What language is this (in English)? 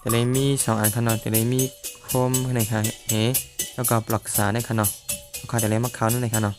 Shan